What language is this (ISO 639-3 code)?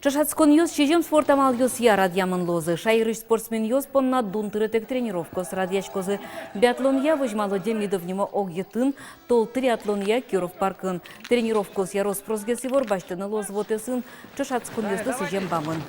udm